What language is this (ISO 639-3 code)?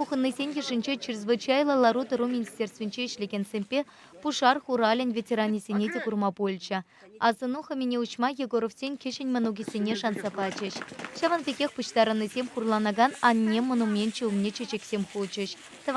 chv